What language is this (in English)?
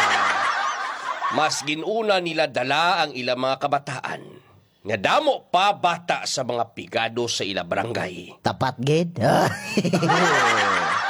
Hiligaynon